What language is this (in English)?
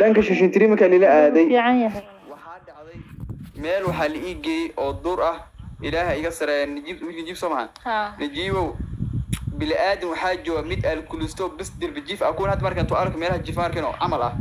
Somali